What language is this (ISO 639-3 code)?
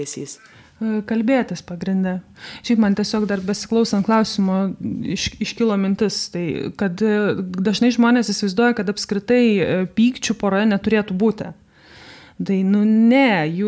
lit